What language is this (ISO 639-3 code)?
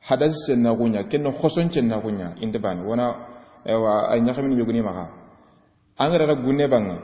snk